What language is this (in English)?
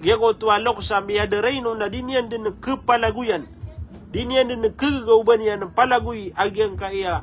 Maranao